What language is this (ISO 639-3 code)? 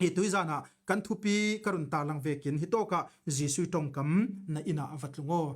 cfm